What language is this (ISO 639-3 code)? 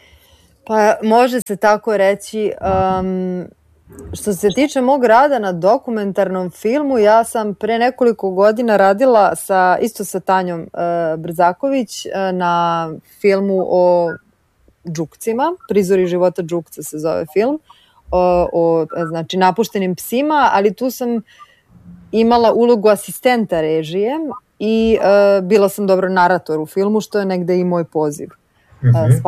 srp